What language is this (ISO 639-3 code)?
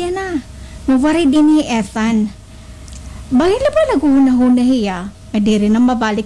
war